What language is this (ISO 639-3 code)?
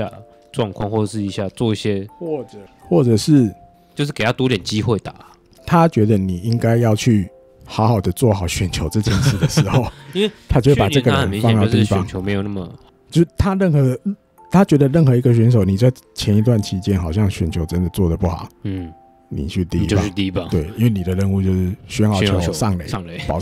zho